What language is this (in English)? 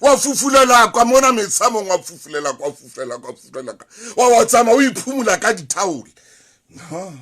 Southern Sotho